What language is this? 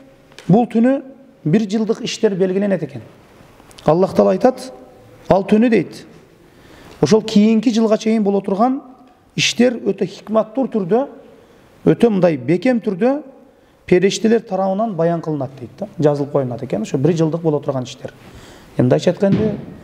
Kyrgyz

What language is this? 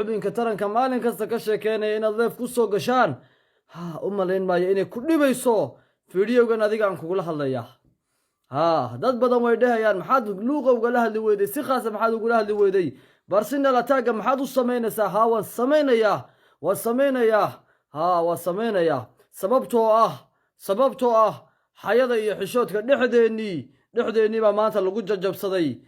Somali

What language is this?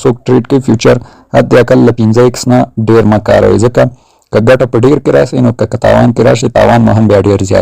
Pashto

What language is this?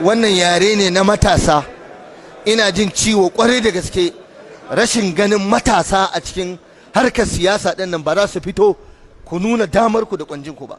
Hausa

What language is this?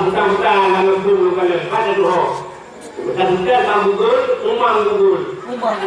Achinese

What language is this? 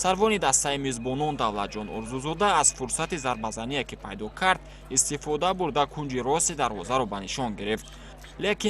Tajik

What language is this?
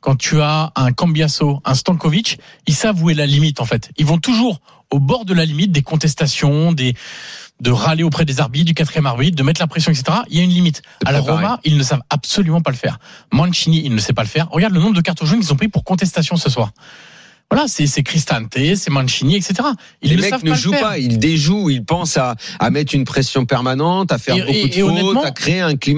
French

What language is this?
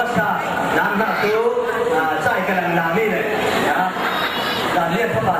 Falam Chin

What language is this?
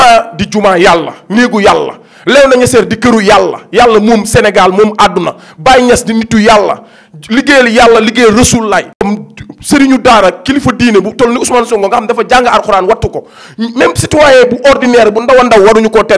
Wolof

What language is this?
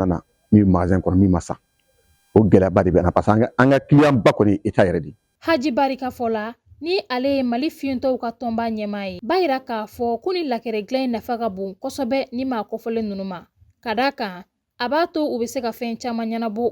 Bambara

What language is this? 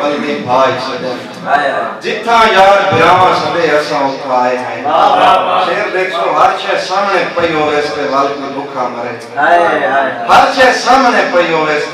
Saraiki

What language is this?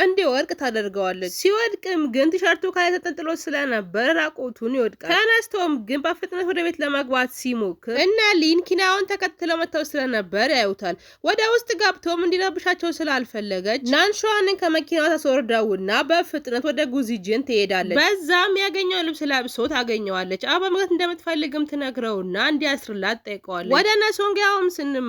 Amharic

